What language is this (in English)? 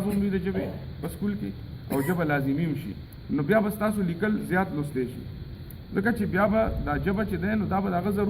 Pashto